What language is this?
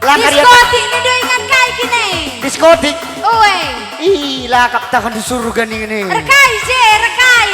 Batak Karo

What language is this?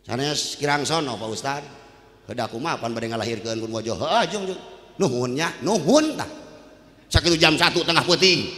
Sundanese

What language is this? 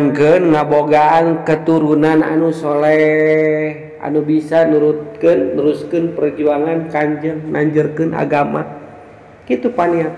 Sundanese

